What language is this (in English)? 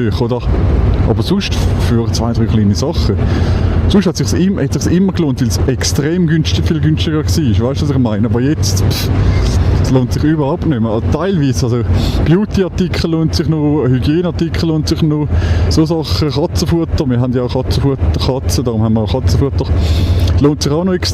Swiss German